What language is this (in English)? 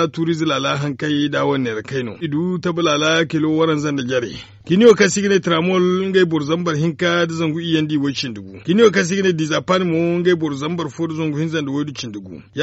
Zarma